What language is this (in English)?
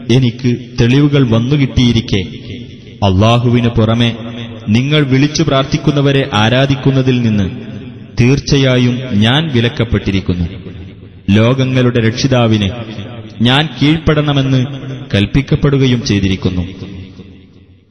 Malayalam